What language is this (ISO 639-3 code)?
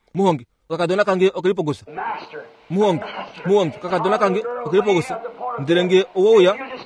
kua